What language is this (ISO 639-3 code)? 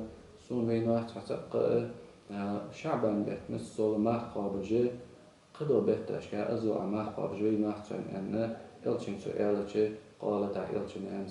inh